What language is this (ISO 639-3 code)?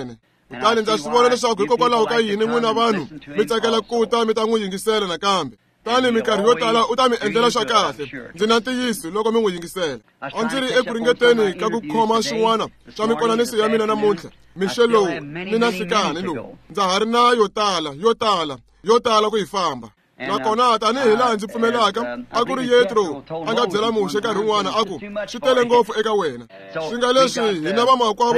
tso